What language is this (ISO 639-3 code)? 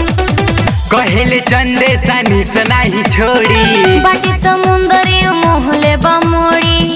bho